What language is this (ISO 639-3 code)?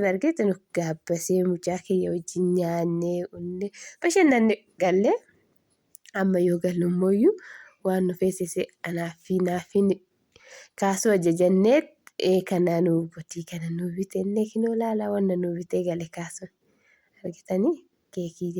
orm